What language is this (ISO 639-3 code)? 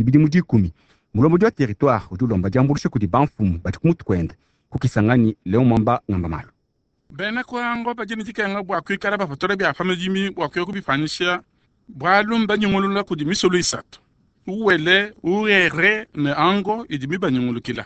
lua